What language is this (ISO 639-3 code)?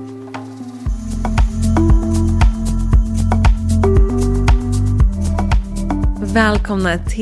swe